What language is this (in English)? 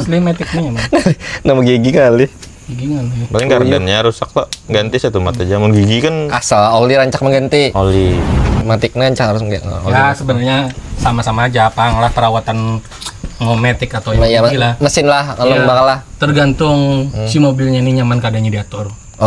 Banjar